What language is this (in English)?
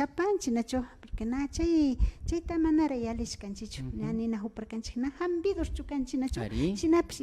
Imbabura Highland Quichua